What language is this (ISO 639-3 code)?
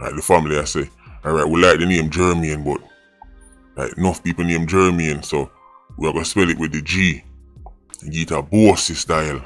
jam